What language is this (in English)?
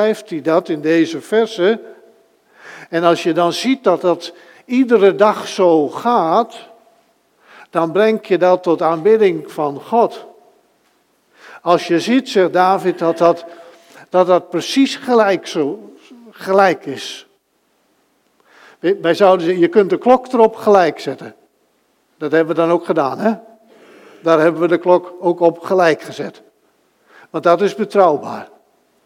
Dutch